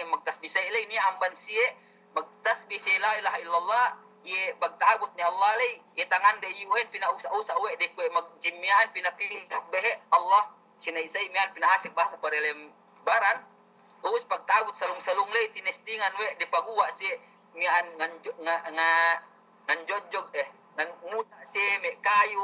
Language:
Yakan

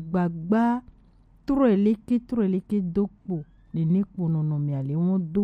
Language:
Gen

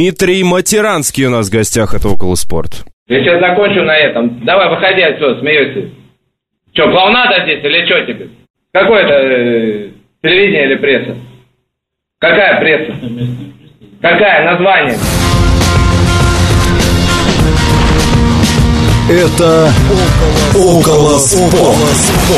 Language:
Russian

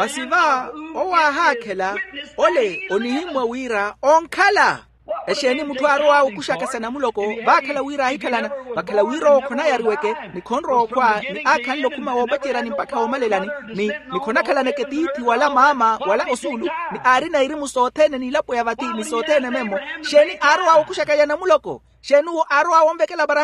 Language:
Makhuwa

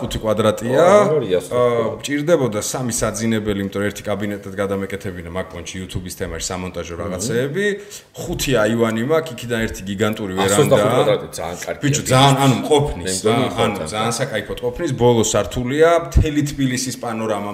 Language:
Georgian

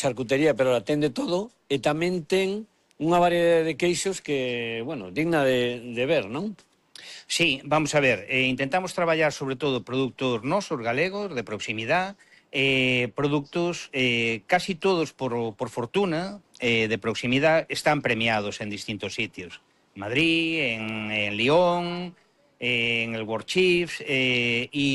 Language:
Galician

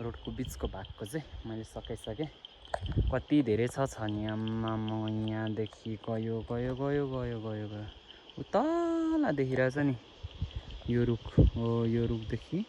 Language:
Nepali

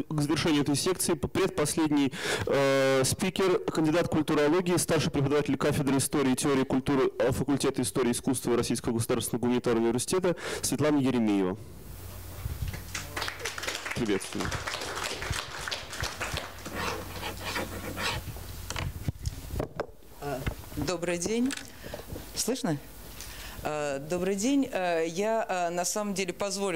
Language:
Russian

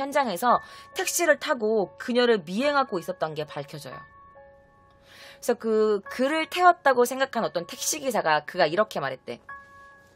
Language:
Korean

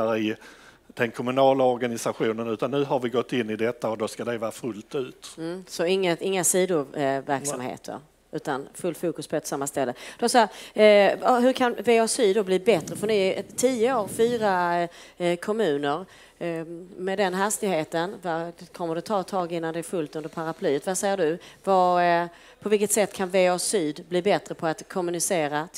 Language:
Swedish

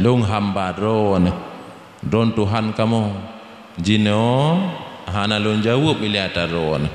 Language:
Achinese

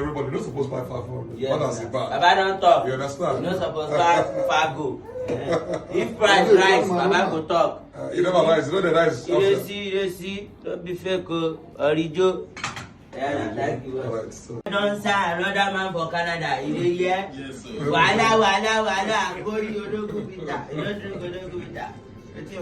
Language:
Nigerian Pidgin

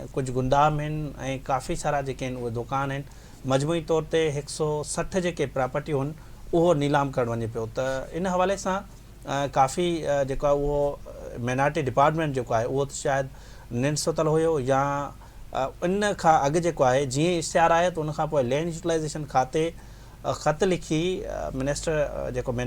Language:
Sindhi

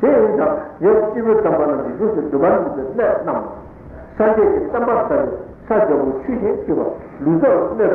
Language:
Tibetan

